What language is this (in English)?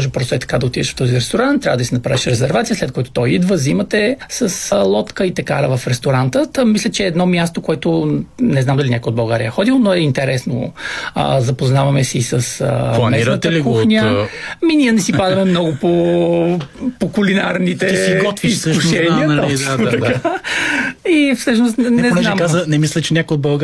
Bulgarian